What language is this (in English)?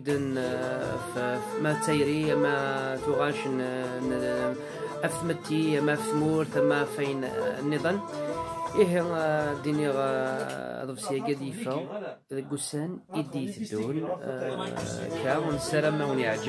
Kabyle